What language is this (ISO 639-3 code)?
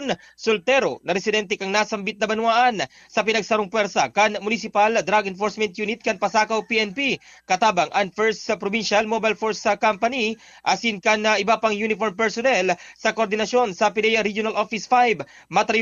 bik